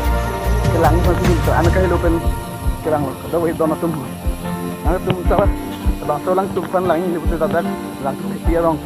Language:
Karbi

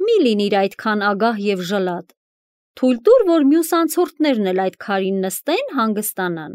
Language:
Armenian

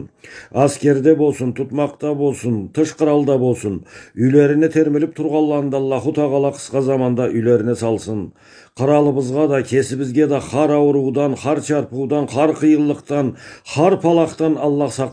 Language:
Karachay-Balkar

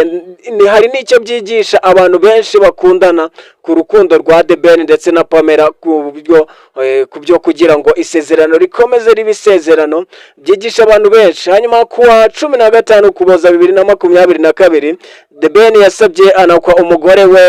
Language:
Kinyarwanda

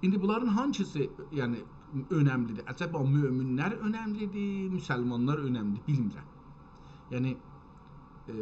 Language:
South Azerbaijani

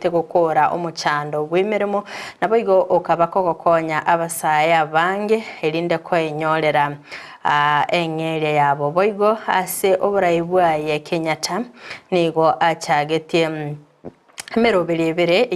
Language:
Gusii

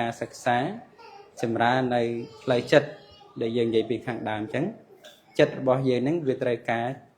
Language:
Khmer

